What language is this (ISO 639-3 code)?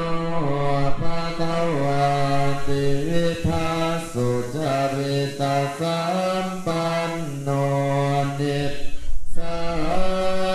pli